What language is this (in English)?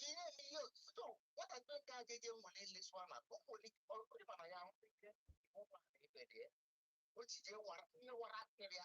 Igbo